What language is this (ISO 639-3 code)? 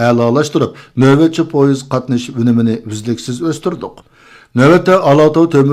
uig